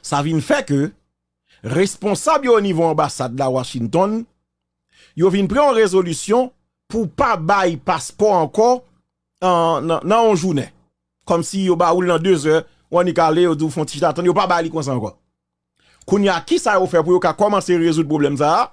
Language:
Haitian Creole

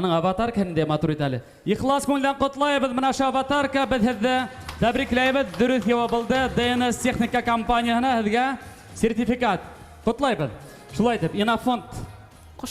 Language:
Bashkir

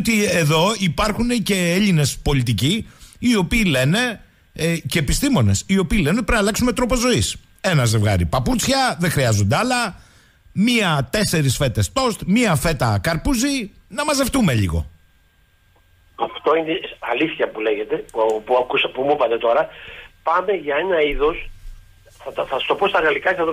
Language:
Greek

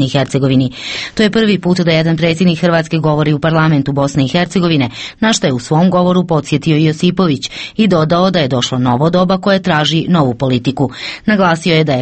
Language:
Croatian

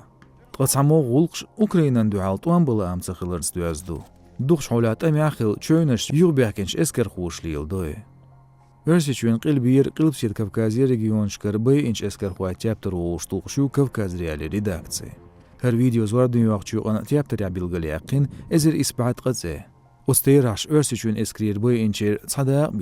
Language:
Chechen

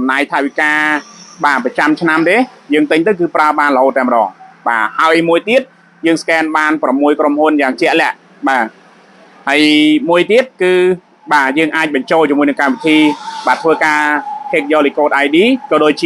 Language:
Khmer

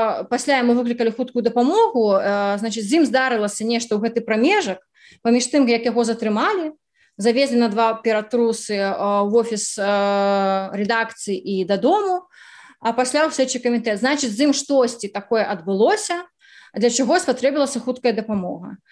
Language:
Belarusian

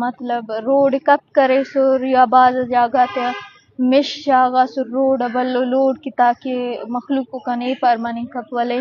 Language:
Eastern Balochi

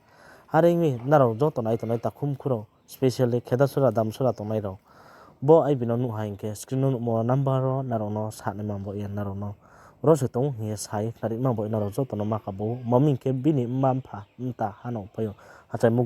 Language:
Riang (India)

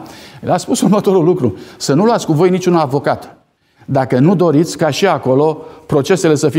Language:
Romanian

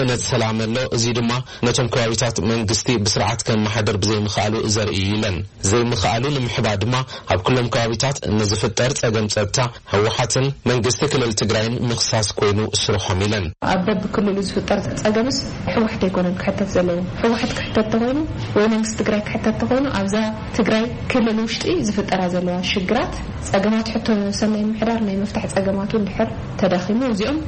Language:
Tigrinya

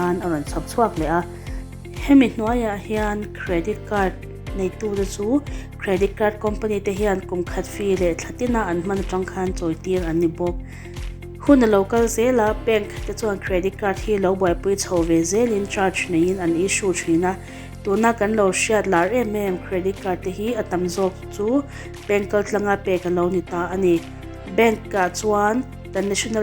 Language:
Mizo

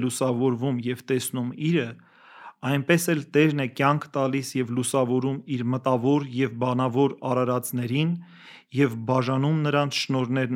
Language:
Armenian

